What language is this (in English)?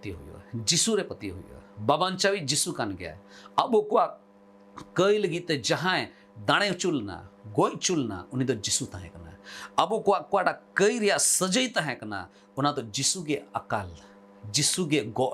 Santali